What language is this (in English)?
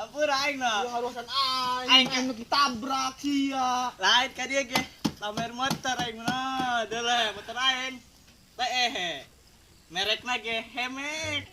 Sundanese